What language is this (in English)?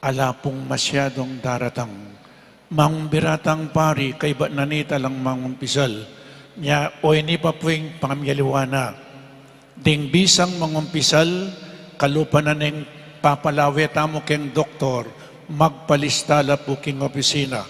Pampanga